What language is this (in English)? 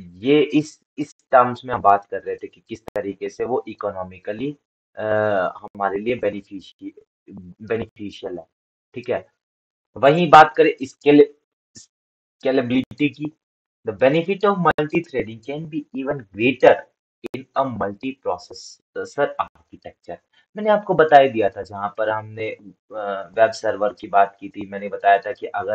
Hindi